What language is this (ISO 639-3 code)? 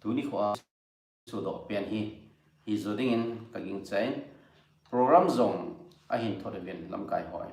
tcz